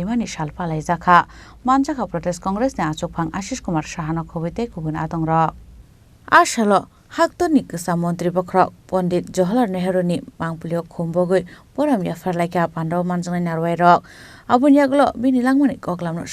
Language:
Kok Borok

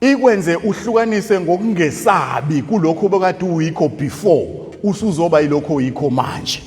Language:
Zulu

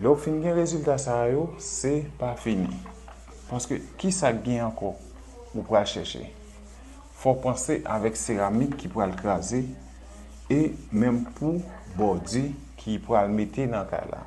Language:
Haitian Creole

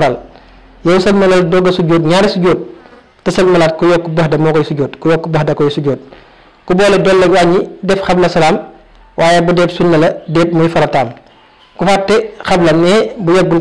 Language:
Wolof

